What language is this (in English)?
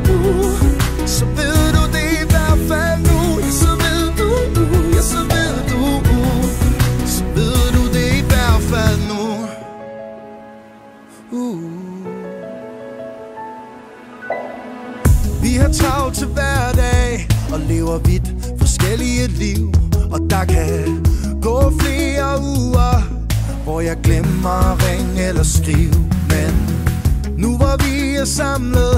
Danish